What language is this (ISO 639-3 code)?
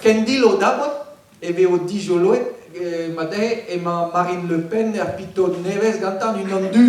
bre